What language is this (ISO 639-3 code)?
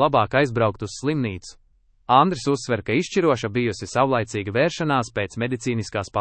lav